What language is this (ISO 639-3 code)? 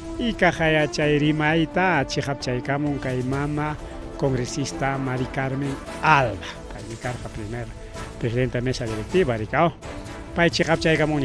quy